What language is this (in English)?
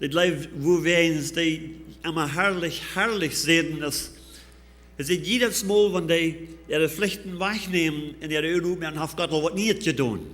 Plautdietsch